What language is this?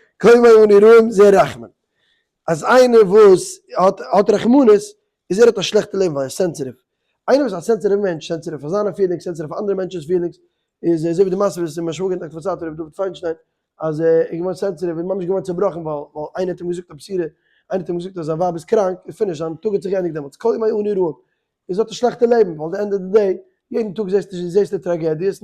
Yiddish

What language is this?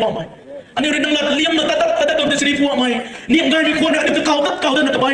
Rongmei Naga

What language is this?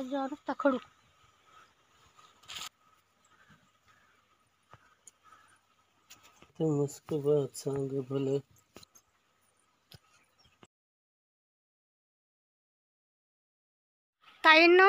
Marathi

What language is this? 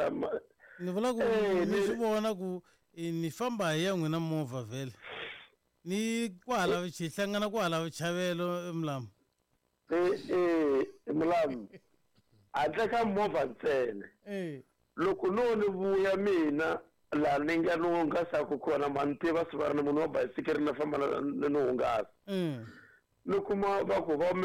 Tsonga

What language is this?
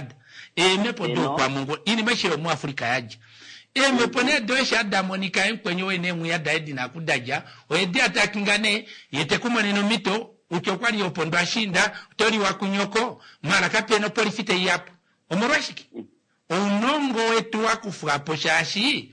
Kuanyama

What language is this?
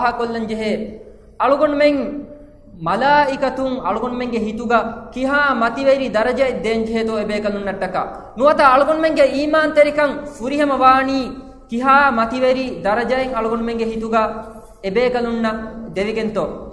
Divehi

